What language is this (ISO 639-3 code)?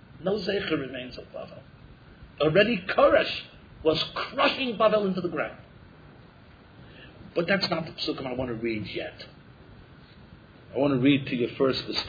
eng